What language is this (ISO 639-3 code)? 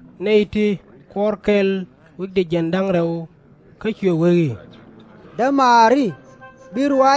nus